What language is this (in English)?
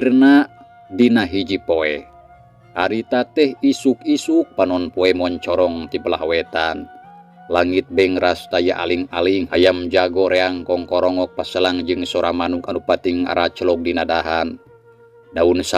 Sundanese